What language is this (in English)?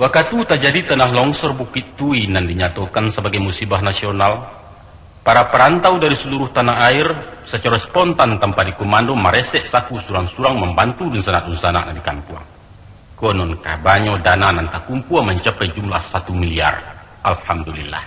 Minangkabau